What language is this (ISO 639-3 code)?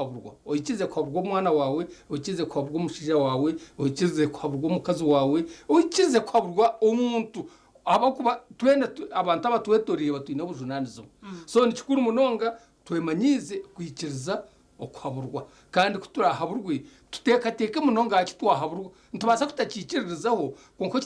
nyn